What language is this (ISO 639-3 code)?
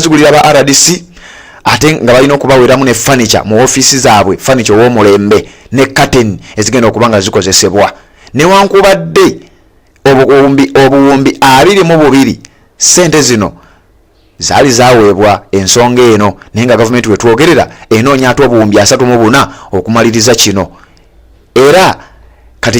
lug